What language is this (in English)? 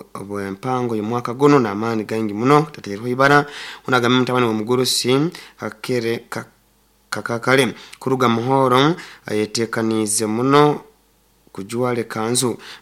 Nyoro